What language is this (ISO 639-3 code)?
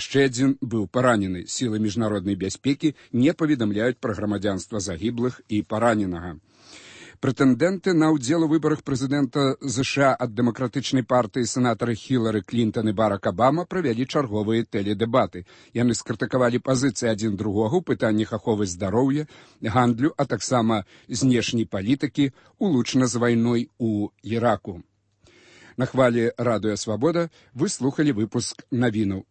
bel